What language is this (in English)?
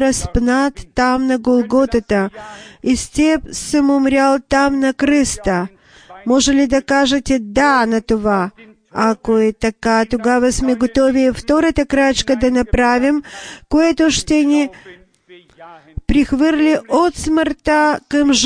Bulgarian